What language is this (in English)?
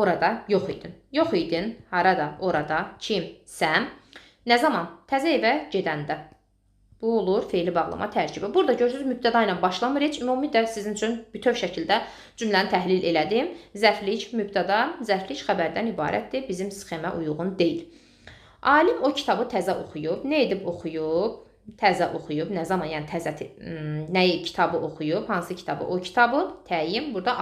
Azerbaijani